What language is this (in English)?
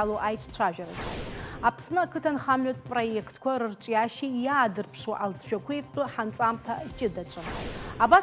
Abkhazian